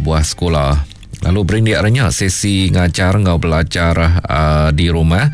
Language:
Iban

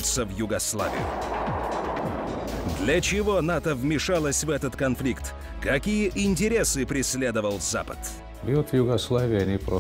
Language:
Russian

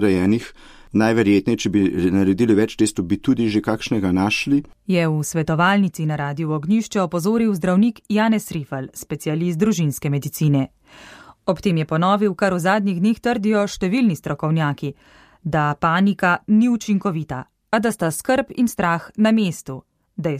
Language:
Slovenian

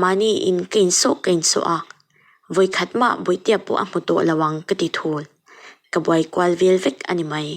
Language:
Mizo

